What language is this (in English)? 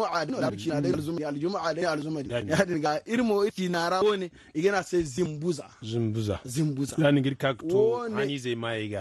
Zarma